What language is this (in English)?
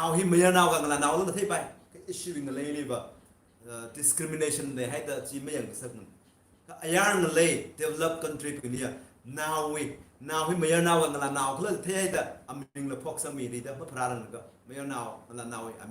Tangkhul Naga (India)